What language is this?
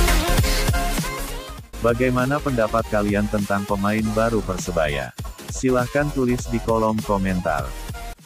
Indonesian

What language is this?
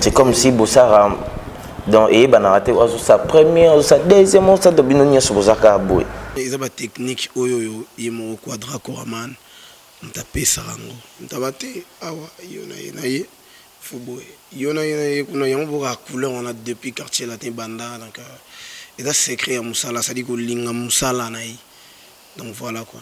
Lingala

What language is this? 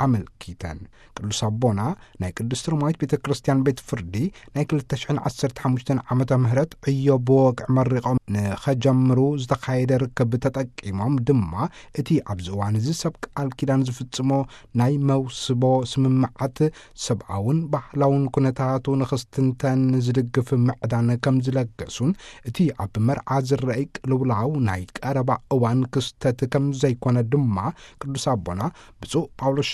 Tigrinya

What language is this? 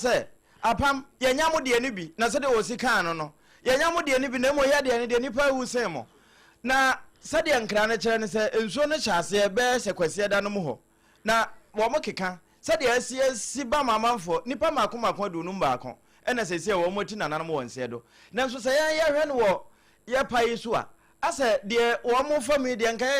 Akan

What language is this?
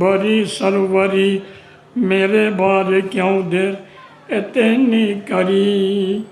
Rohingya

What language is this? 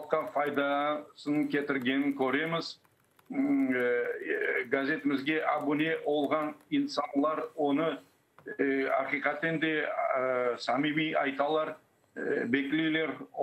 Crimean Tatar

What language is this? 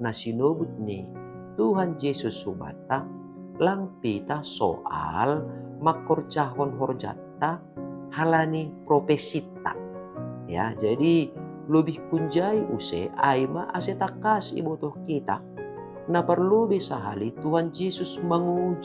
Batak Simalungun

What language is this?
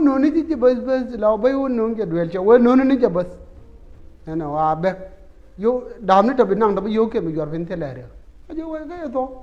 Nuer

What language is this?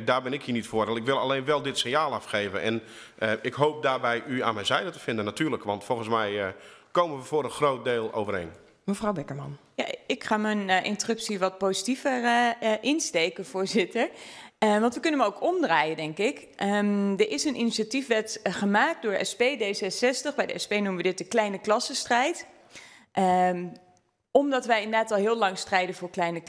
Dutch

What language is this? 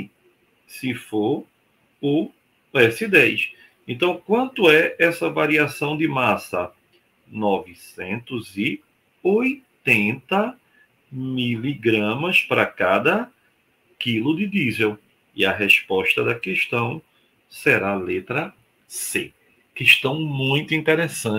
Portuguese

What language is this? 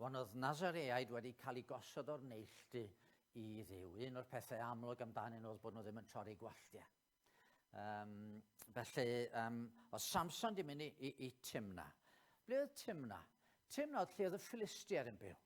Welsh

